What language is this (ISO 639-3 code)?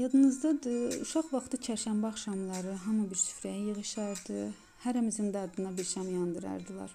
aze